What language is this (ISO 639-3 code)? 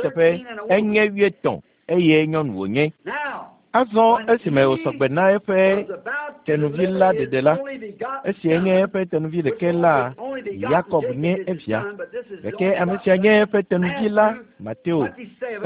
ewe